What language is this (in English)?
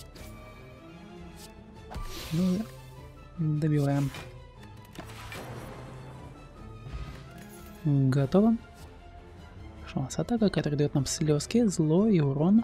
Russian